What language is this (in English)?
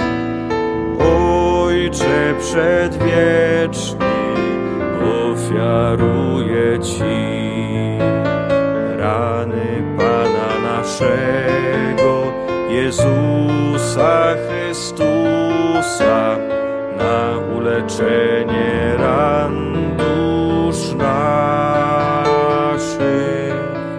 Polish